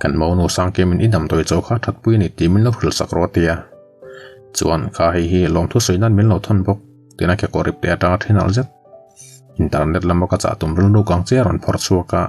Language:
Mizo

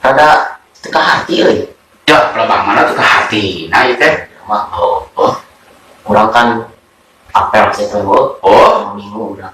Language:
Sundanese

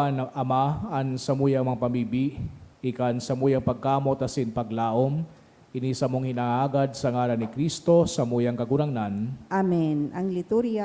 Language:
Bikol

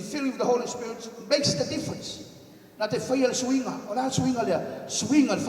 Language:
Samoan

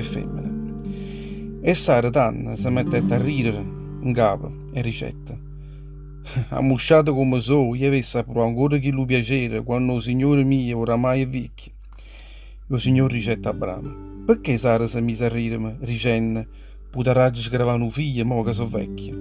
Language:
Neapolitan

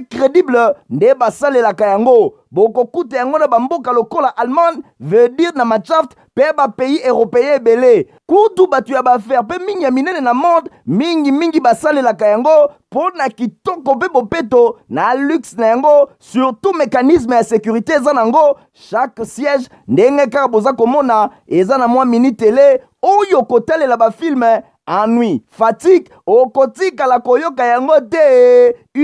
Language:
Lingala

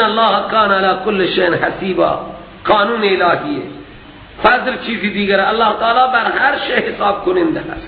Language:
Persian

